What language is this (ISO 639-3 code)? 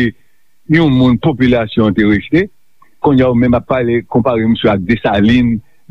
hat